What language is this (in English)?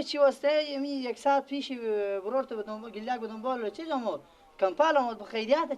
Persian